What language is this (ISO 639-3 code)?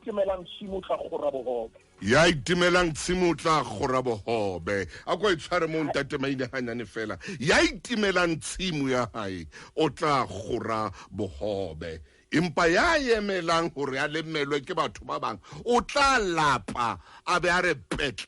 sot